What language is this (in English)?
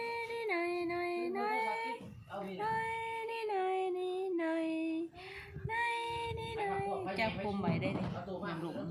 Lao